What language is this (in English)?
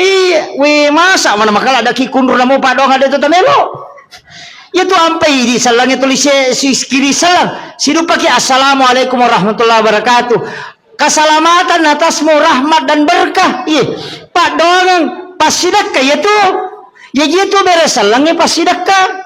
Buginese